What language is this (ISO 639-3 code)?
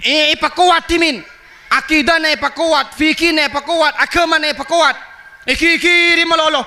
mad